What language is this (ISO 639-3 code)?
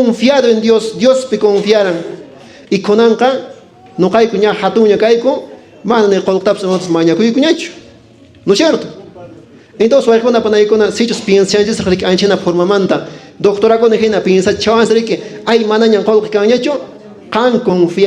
que